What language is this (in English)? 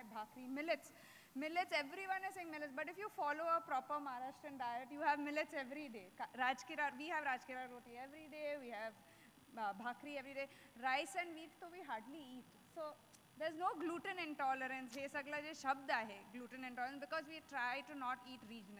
Marathi